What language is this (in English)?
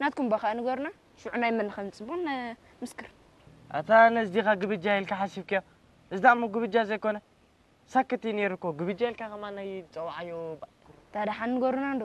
Tigrinya